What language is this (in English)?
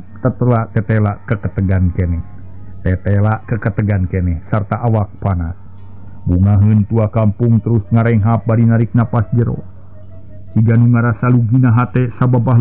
Sundanese